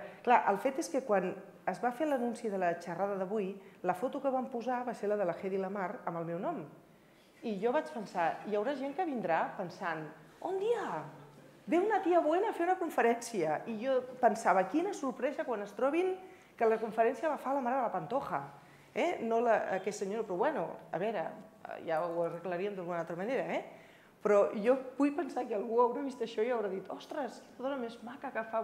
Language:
Catalan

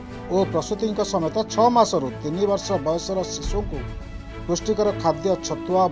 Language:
Odia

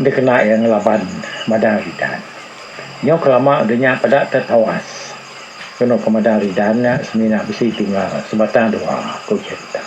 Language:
Iban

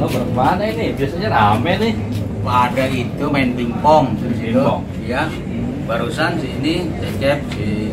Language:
Betawi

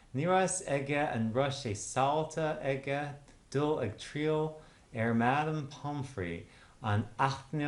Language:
Irish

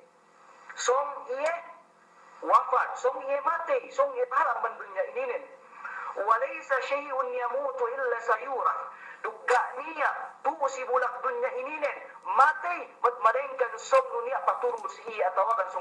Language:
Yakan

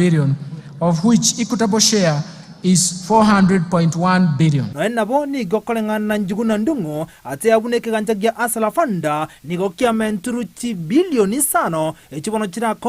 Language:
Gusii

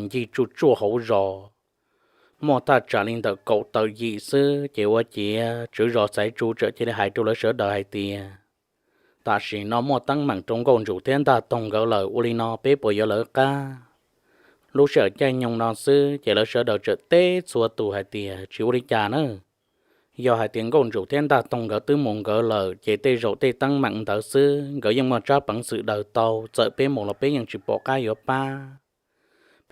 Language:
Hmong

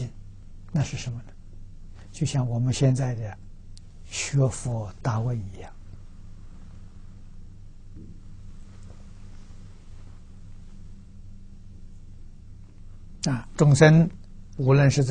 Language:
Chinese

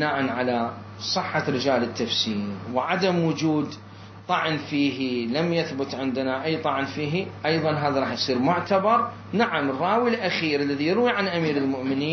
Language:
Mesopotamian Arabic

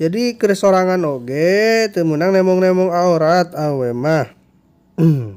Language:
Sundanese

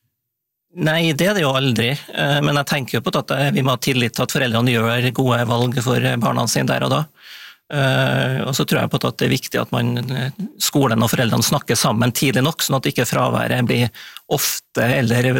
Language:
Norwegian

